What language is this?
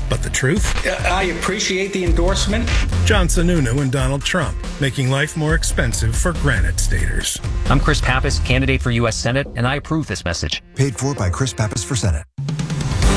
English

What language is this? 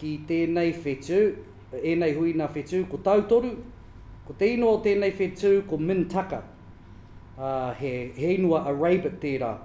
Māori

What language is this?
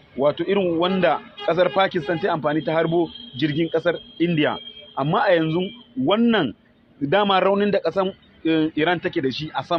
Hausa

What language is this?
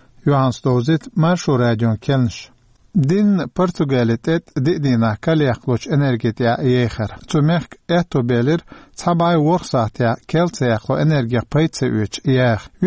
Chechen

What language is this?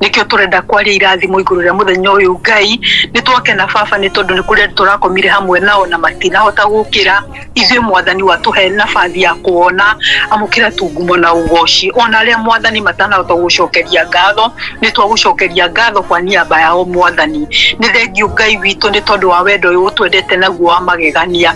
Kikuyu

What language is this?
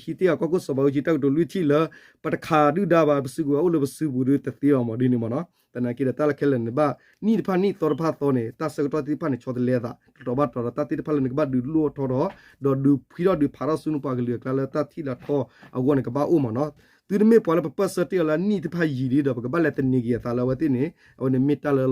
S'gaw Karen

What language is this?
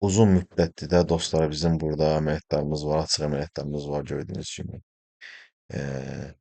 Azerbaijani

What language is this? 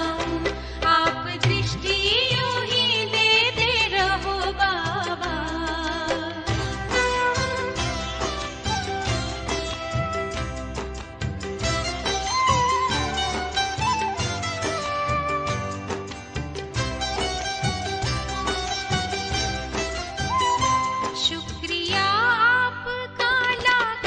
Hindi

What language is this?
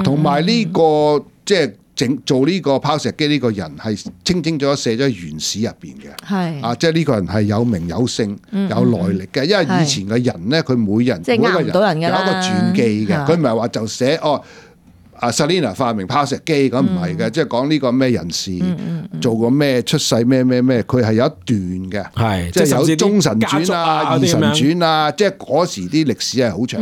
Cantonese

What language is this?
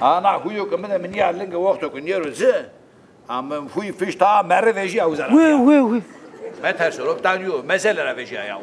Zaza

